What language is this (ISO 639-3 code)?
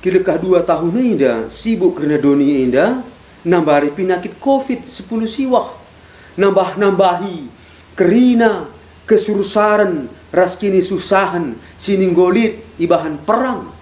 btx